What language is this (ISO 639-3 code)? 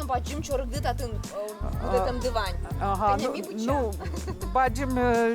udm